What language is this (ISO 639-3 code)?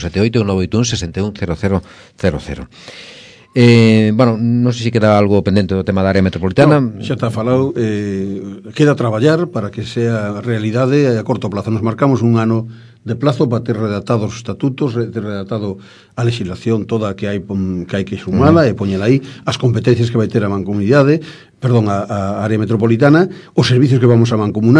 glg